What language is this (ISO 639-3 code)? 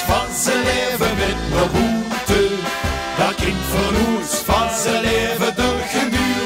lim